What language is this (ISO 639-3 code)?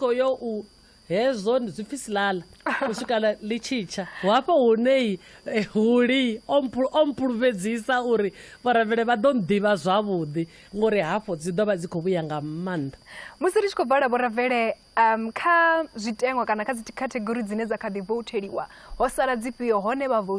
ven